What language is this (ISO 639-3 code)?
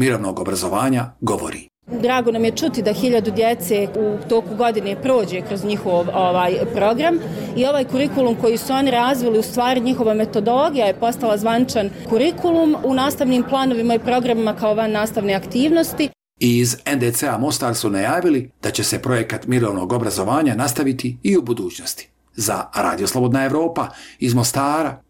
bos